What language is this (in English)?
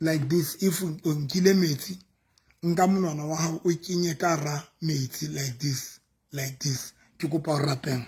Southern Sotho